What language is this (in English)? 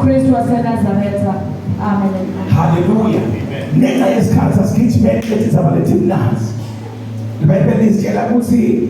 Zulu